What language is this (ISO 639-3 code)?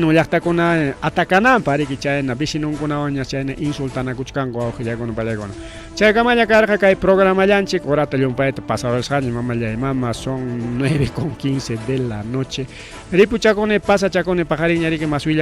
quy